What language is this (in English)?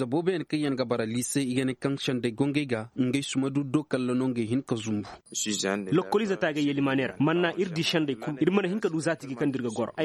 Zarma